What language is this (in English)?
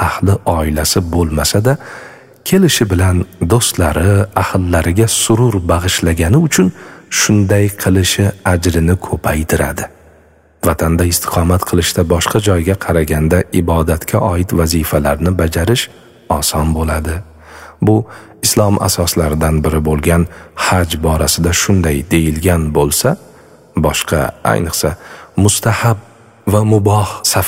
Uzbek